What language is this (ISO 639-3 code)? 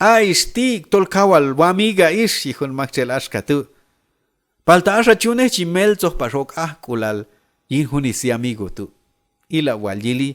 kjb